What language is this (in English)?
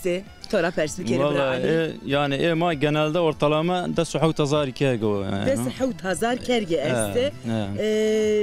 Zaza